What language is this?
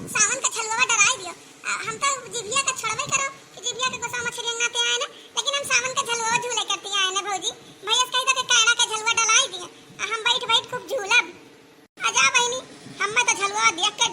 Awadhi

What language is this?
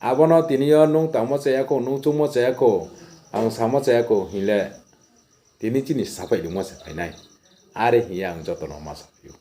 Riang (India)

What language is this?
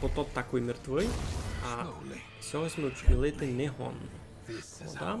Rusyn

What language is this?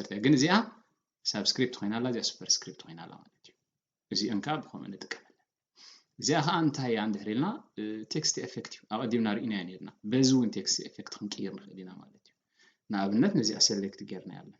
Tigrinya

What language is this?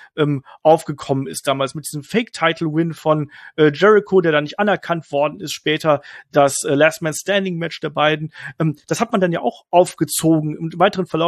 German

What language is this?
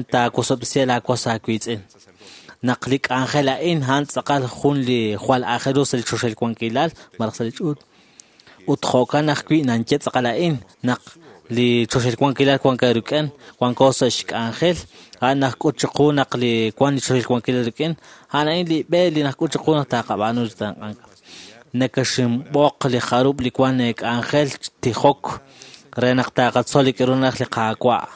Kekchí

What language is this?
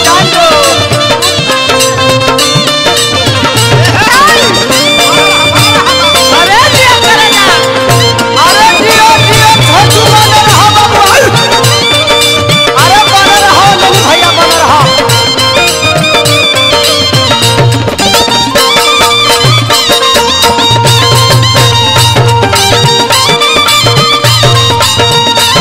Bhojpuri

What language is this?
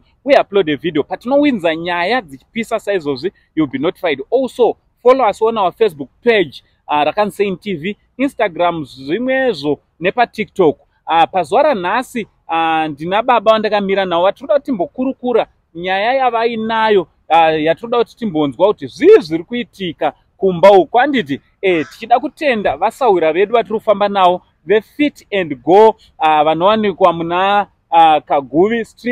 Shona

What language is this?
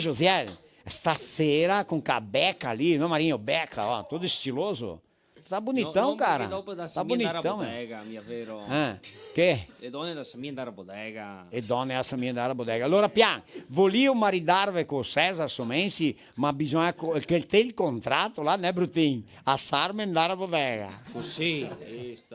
Venetian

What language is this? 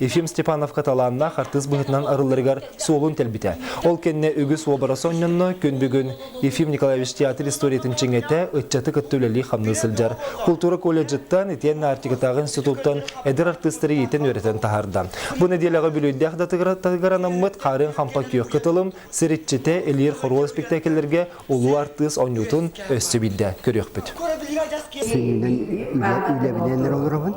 Yakut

